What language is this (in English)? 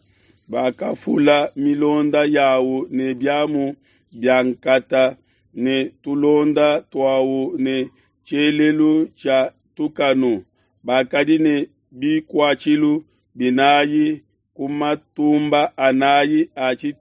Luba-Lulua